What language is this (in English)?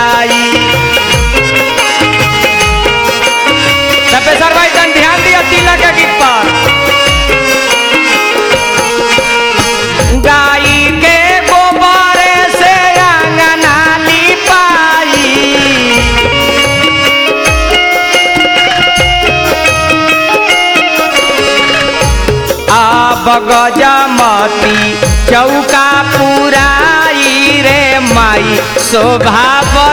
Bhojpuri